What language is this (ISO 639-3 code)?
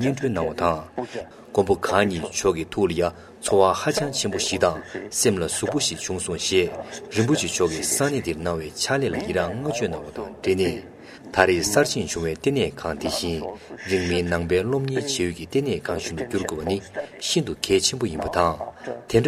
bod